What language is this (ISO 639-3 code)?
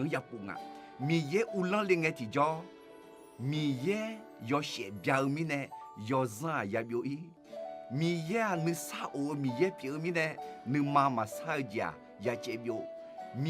ahk